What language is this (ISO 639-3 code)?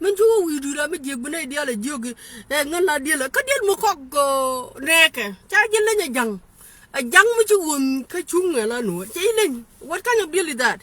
nus